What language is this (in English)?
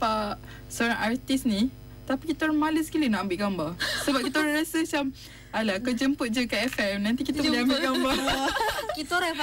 Malay